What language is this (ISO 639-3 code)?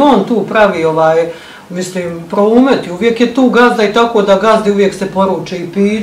bos